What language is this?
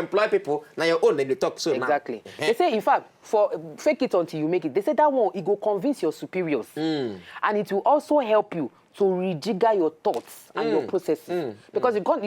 Nigerian Pidgin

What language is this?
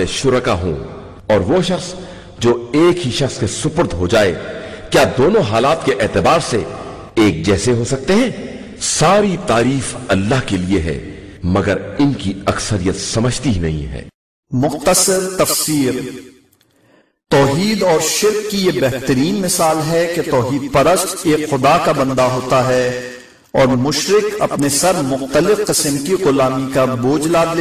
Urdu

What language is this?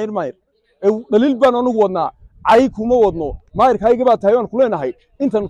Somali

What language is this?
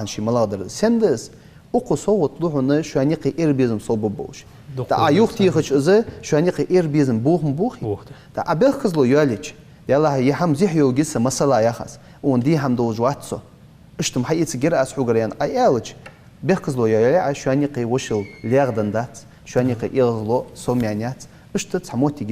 Ingush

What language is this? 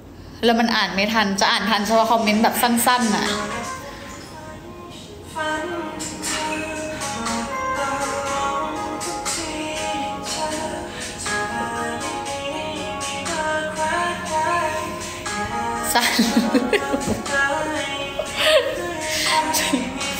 Thai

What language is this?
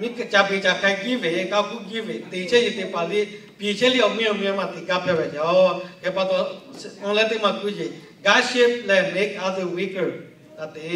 Lahu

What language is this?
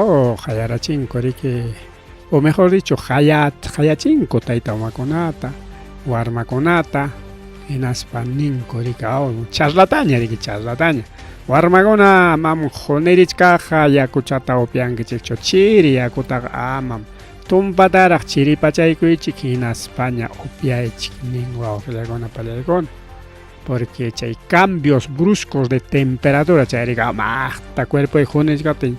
Ayacucho Quechua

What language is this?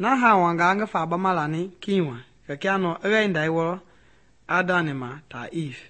Mende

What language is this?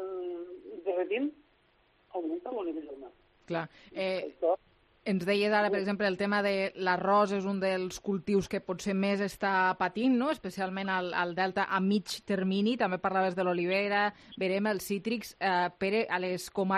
Catalan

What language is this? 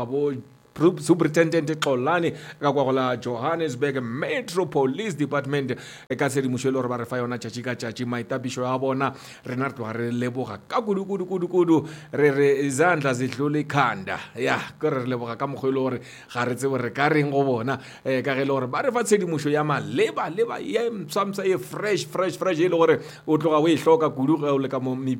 Northern Sotho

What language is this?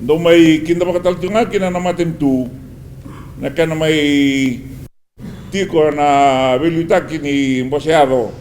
Fijian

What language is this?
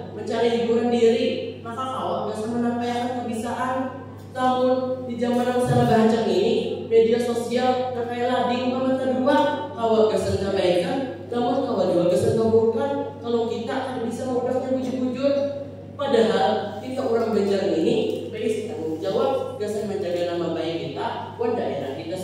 Banjar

